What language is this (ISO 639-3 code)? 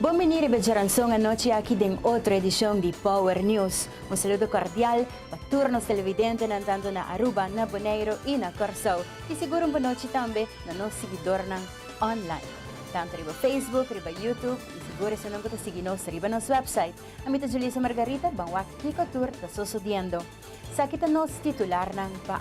pap